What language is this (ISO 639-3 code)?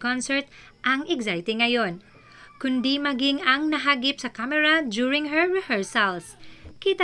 fil